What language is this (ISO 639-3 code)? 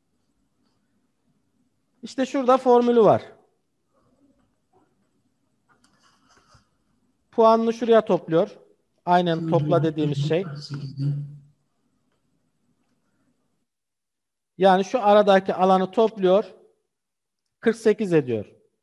tur